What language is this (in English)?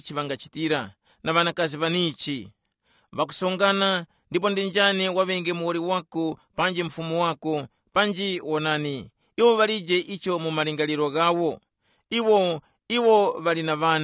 Tumbuka